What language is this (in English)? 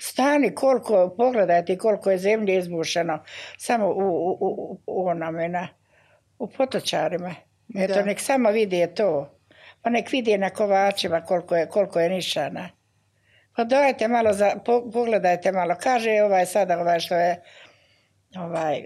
Bosnian